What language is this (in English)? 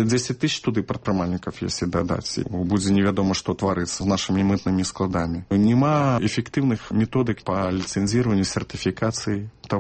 Belarusian